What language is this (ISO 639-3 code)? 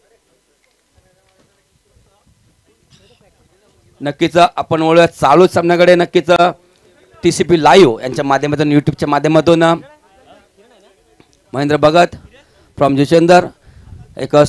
mar